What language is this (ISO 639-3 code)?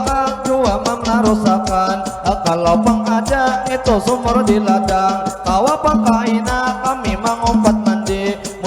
bjn